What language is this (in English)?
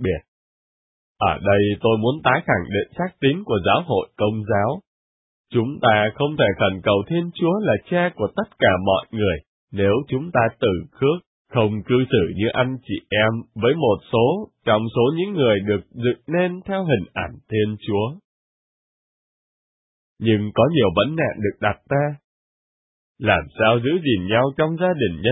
Vietnamese